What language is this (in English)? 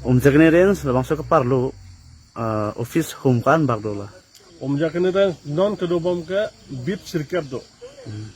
Karbi